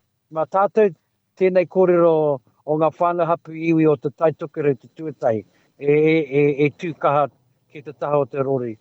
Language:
Māori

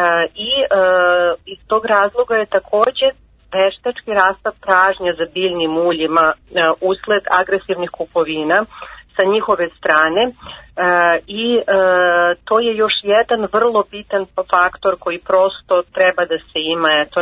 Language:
Serbian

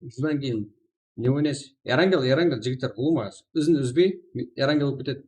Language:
Kara-Kalpak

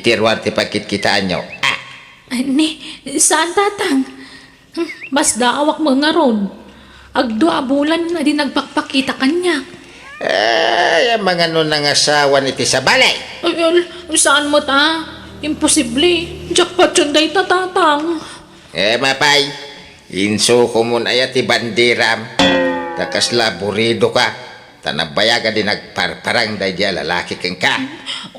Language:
Iloko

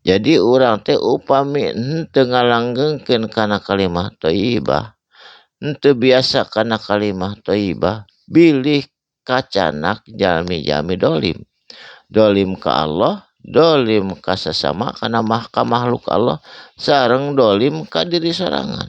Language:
Sundanese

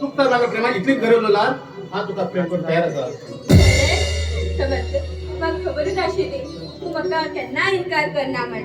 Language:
Konkani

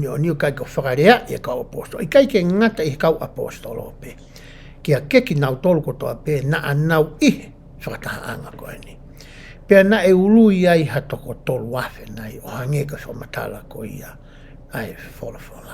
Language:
Tongan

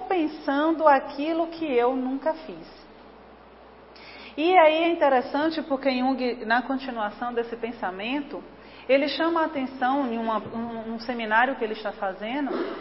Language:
Portuguese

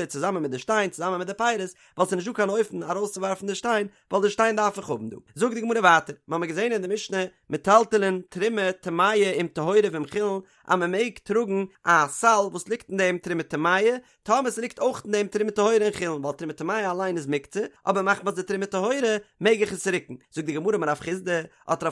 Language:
Yiddish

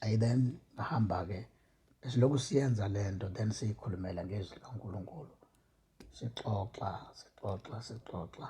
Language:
Zulu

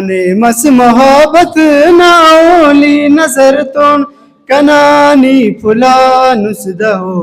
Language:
Brahui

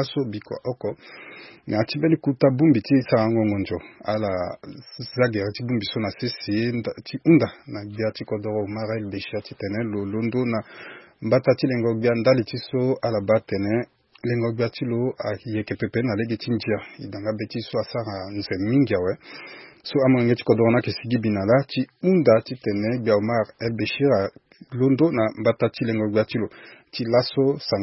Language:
Sango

